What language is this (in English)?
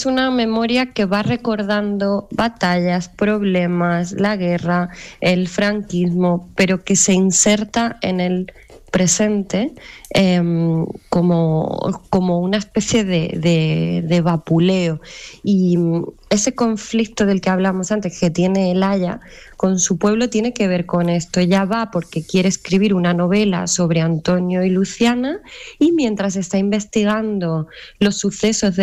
Spanish